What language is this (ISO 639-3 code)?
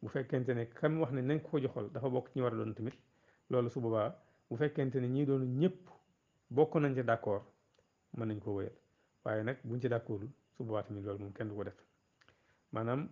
wol